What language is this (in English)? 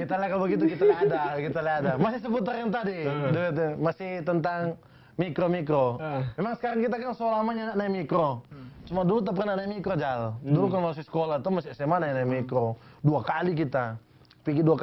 Manado Malay